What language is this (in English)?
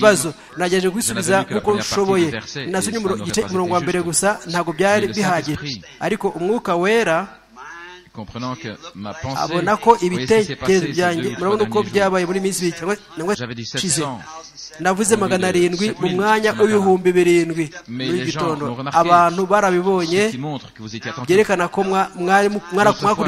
Kinyarwanda